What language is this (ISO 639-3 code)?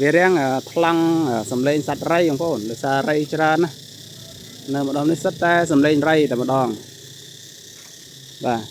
khm